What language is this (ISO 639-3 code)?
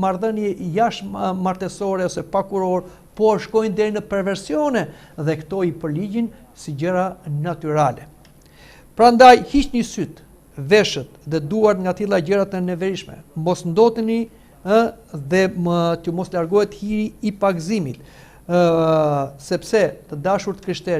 sqi